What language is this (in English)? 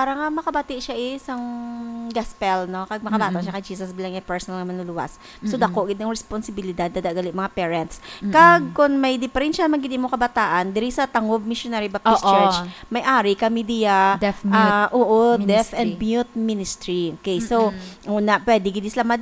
Hiligaynon